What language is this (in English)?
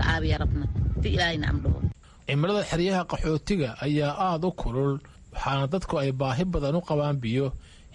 Somali